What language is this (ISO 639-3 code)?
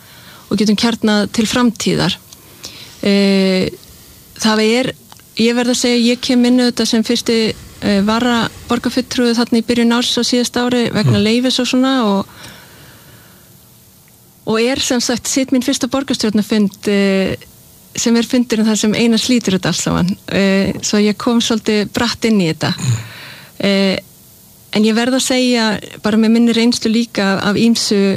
isl